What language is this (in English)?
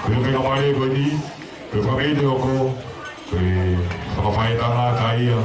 Tongan